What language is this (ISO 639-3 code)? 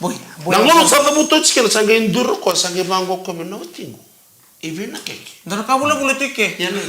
fij